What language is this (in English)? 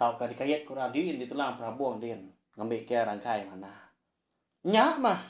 Iban